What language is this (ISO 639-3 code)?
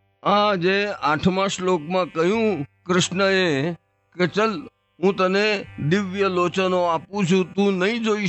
guj